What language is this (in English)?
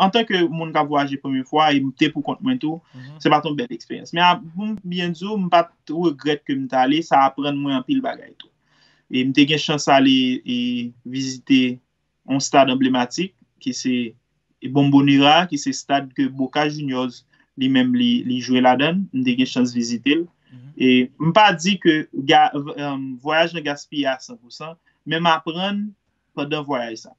Haitian Creole